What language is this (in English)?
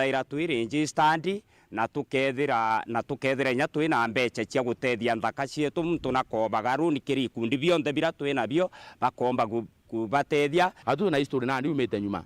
Meru